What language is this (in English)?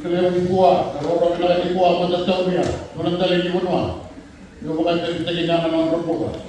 Fijian